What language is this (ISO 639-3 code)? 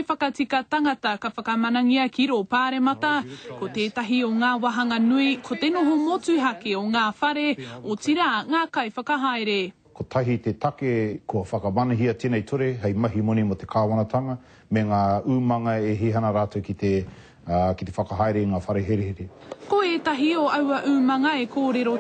mri